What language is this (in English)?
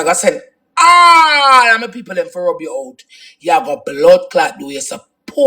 Jamaican Creole English